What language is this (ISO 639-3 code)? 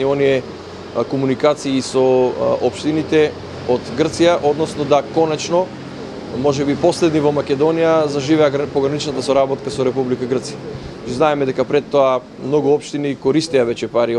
mkd